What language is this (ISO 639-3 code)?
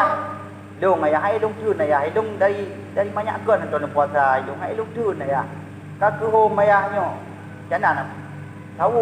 ace